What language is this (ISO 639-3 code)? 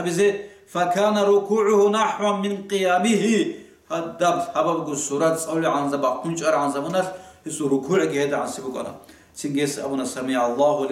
ava